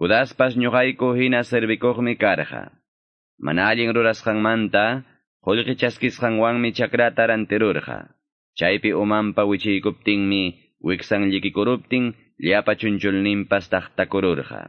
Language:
Quechua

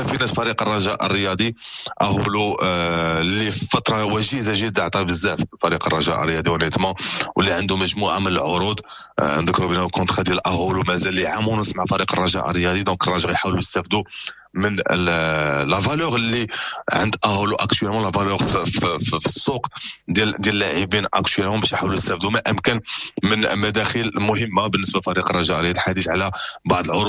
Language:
Moroccan Arabic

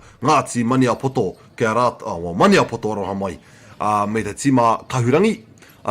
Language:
Māori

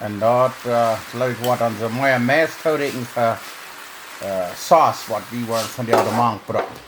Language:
Plautdietsch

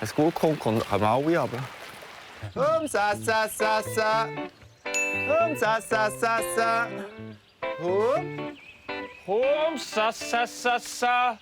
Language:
Swiss German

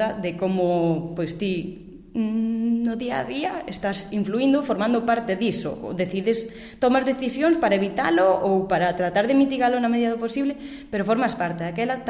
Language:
Galician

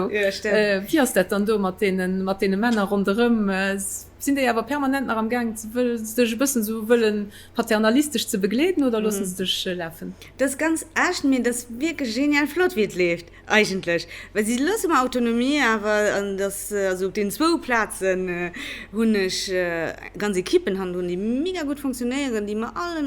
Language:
Luxembourgish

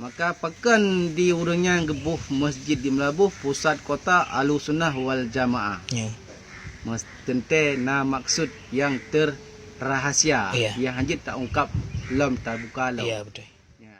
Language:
Achinese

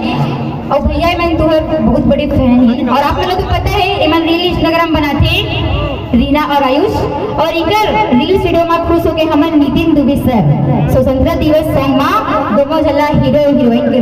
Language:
Chhattisgarhi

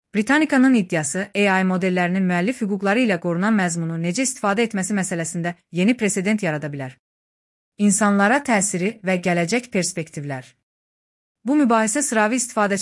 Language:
Azerbaijani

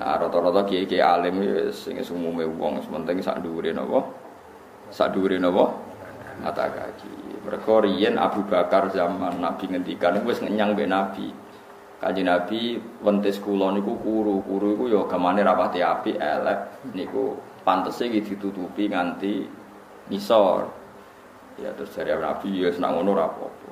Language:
Javanese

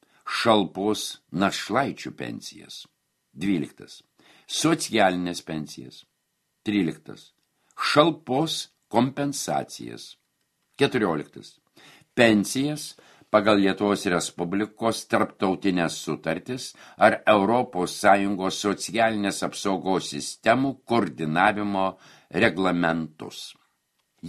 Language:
Lithuanian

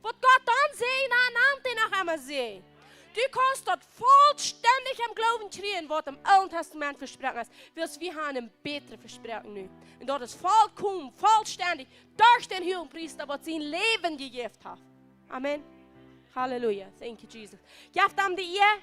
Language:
Plautdietsch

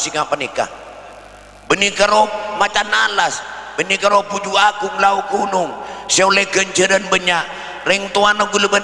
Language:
Madurese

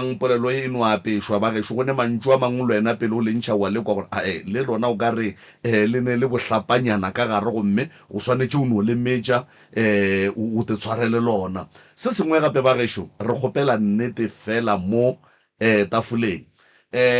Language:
Northern Sotho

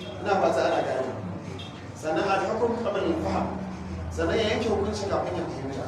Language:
Hausa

